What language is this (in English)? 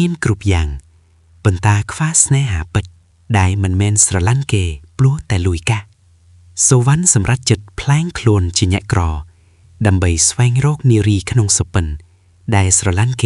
Khmer